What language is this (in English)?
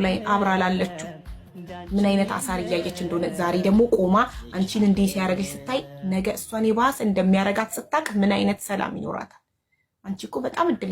Amharic